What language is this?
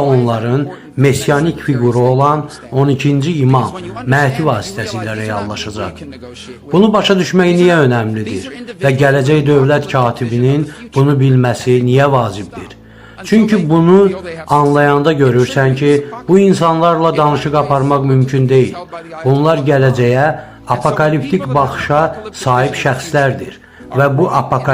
Azerbaijani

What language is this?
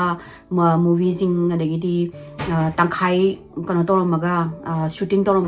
Manipuri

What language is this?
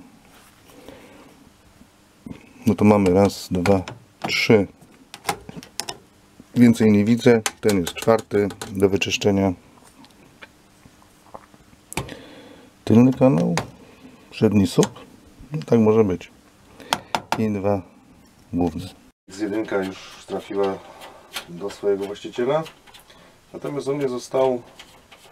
Polish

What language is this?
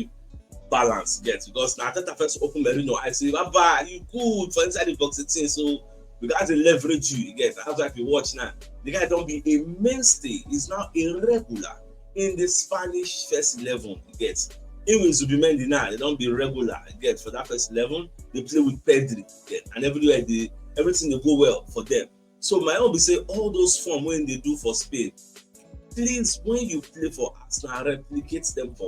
Nigerian Pidgin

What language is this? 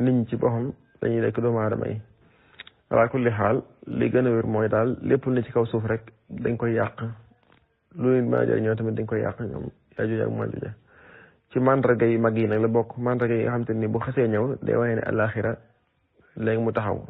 Wolof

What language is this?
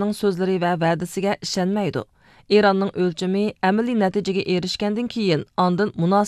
Uyghur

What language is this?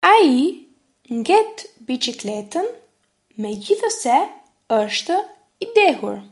Albanian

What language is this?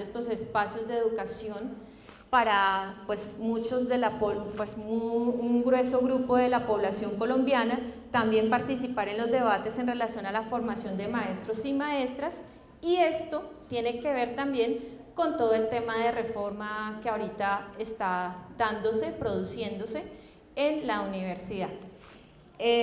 Spanish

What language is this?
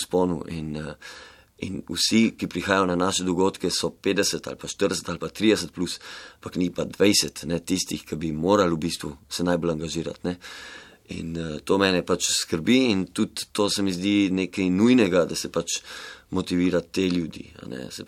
Slovenian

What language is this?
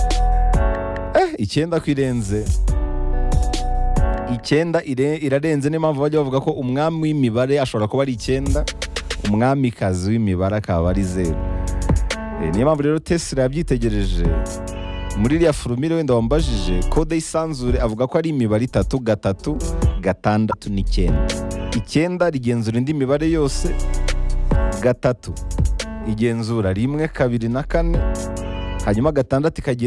Kinyarwanda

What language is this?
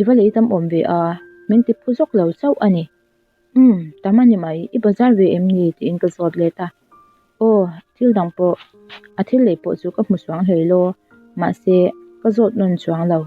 Mizo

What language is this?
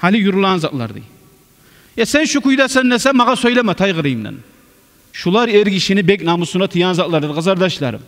Kumyk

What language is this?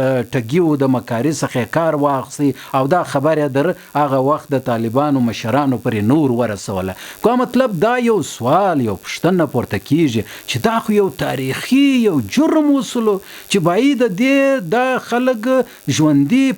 Pashto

